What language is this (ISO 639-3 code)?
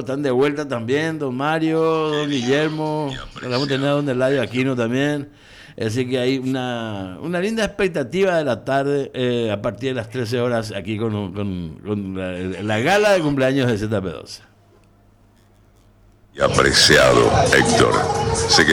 spa